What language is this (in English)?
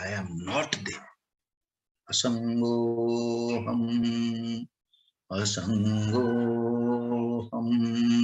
Odia